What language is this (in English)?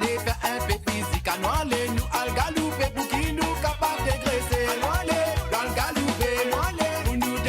Morisyen